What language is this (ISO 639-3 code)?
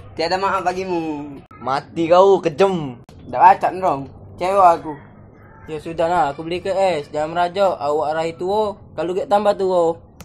mui